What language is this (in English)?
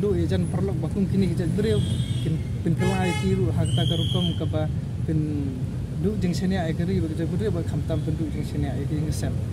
Khasi